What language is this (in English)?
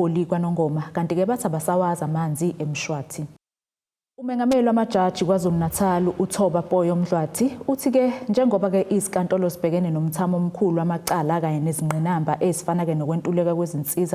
Zulu